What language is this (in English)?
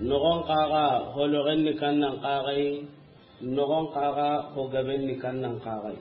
Soninke